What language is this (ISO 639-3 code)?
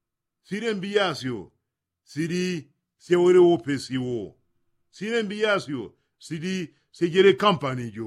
yao